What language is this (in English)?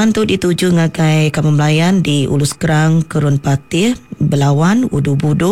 Iban